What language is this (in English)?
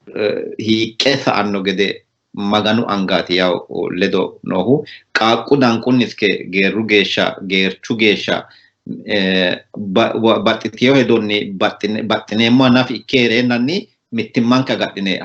Sidamo